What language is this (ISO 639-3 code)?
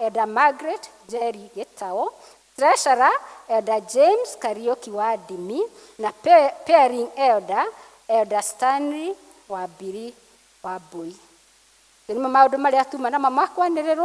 kik